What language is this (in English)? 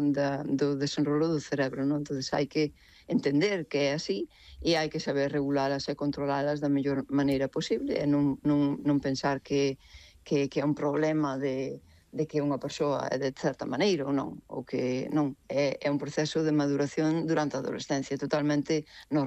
Galician